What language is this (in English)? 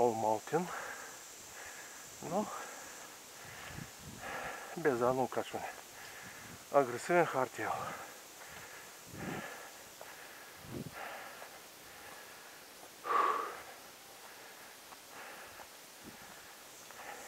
Bulgarian